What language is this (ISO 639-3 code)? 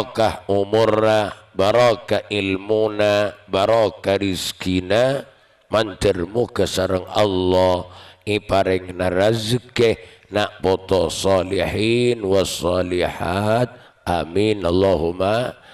mad